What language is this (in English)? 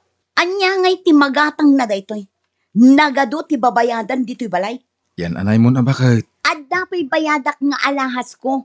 Iloko